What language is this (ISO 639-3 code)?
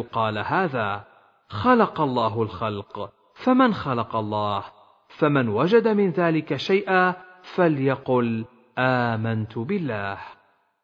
ara